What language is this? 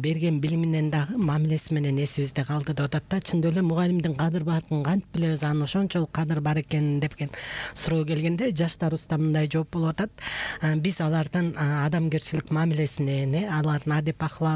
Kyrgyz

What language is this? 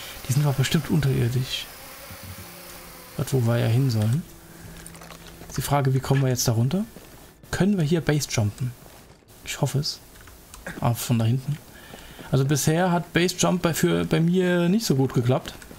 German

